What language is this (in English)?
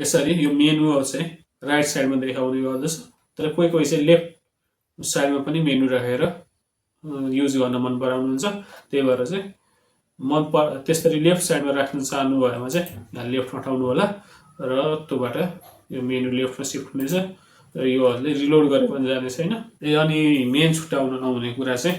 Nepali